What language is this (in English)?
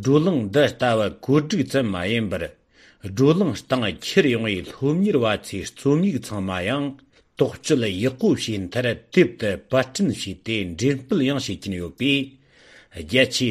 Tibetan